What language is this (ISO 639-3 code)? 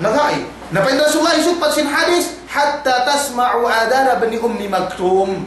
yka